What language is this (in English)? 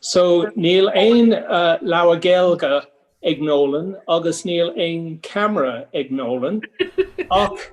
Irish